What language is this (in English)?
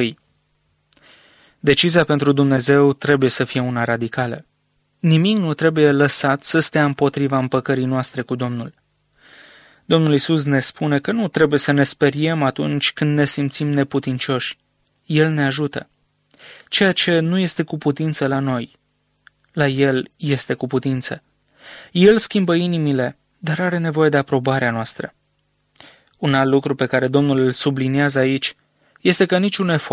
Romanian